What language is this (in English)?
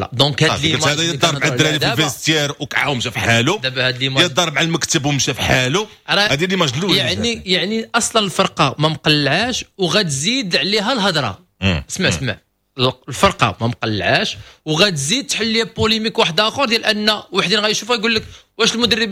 Moroccan Arabic